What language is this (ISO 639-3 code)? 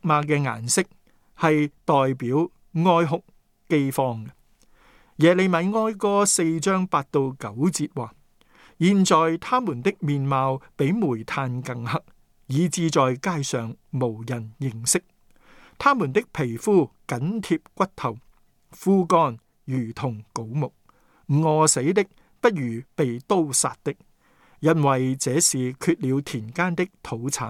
yue